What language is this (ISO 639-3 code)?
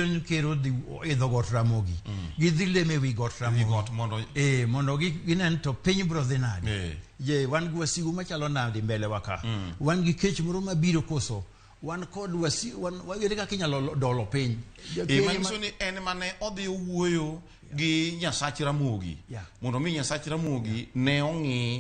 luo